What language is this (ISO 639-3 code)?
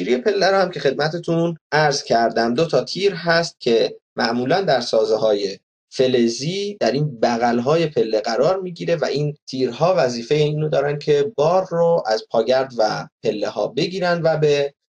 fas